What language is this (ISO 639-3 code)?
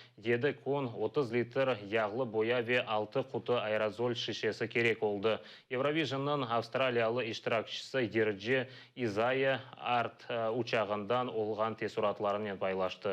crh